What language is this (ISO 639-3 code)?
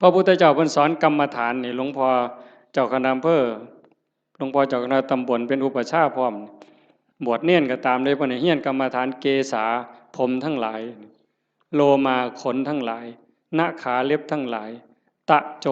tts